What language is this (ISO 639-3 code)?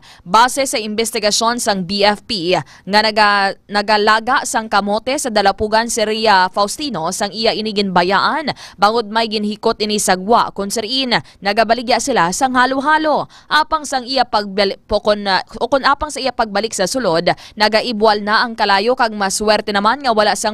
hil